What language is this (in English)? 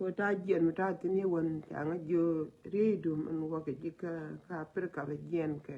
Nuer